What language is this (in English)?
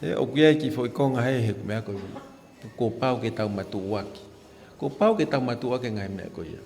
Tongan